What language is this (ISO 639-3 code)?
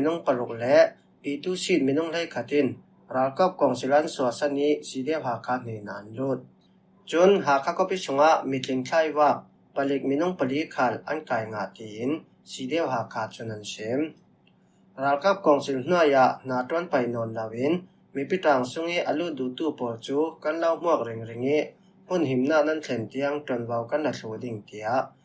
cfm